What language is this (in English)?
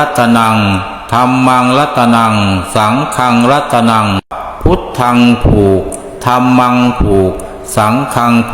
Pali